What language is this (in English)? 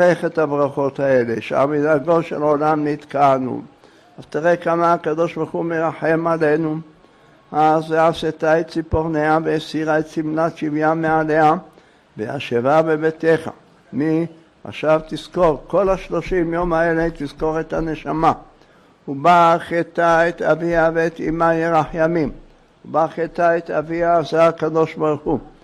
Hebrew